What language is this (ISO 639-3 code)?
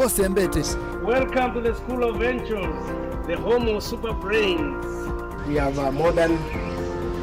kam